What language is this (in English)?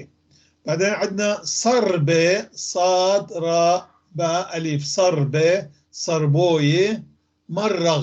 North Levantine Arabic